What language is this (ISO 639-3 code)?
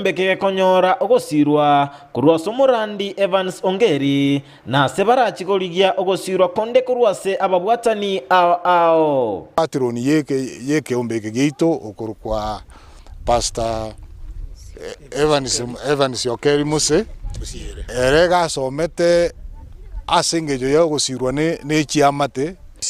guz